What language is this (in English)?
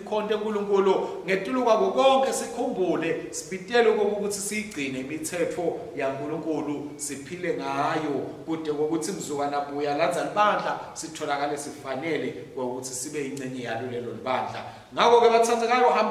Swati